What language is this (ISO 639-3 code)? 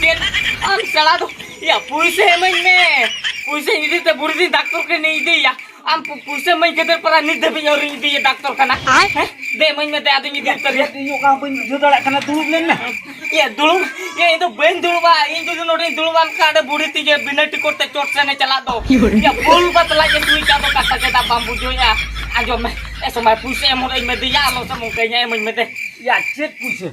sat